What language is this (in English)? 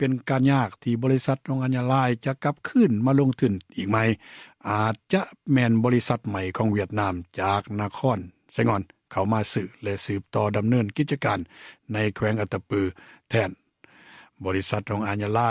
Lao